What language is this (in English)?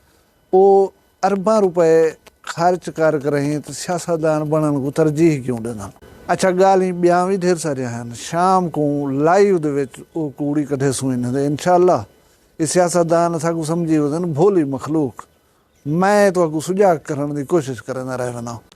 Saraiki